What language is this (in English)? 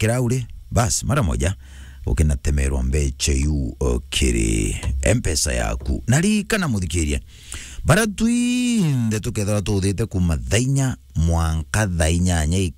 Meru